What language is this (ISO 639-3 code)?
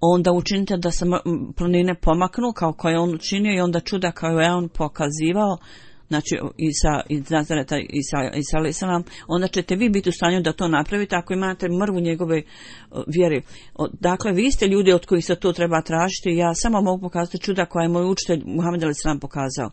bos